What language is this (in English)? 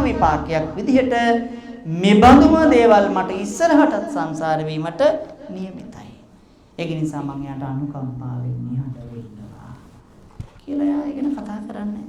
Sinhala